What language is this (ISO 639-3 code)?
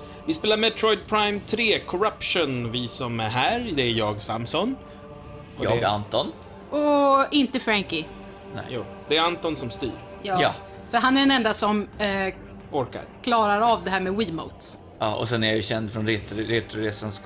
swe